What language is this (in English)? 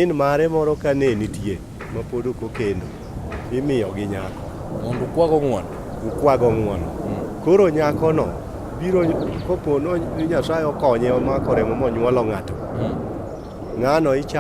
Luo (Kenya and Tanzania)